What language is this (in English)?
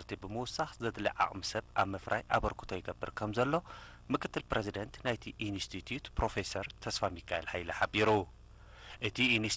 Tigrinya